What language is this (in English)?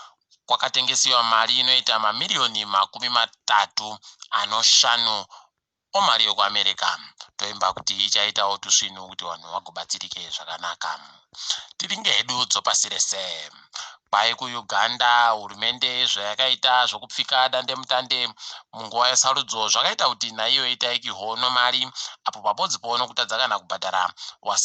Ndau